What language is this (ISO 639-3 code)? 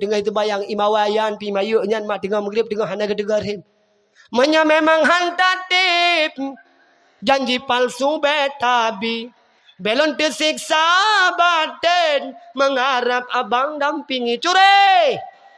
ace